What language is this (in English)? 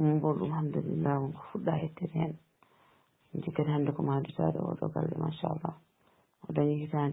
Fula